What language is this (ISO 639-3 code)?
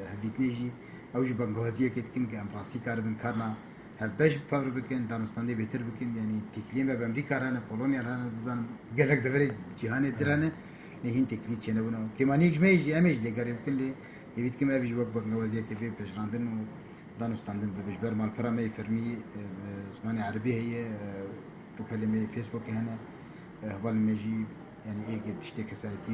kur